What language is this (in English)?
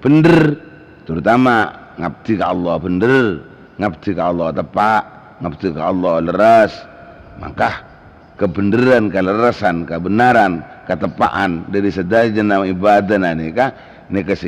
Madurese